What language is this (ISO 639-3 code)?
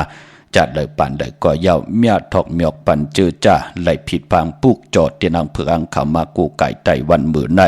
shn